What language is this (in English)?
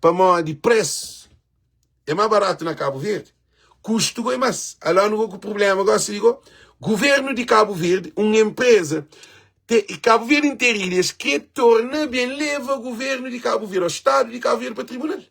Kabuverdianu